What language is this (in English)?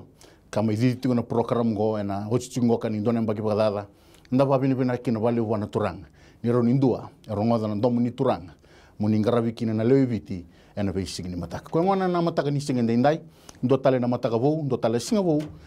Fijian